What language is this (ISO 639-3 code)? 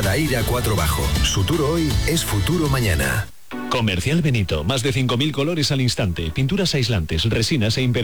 spa